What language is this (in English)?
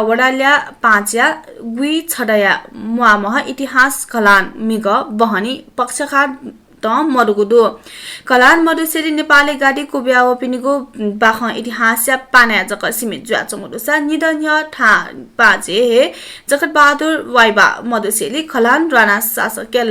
Newari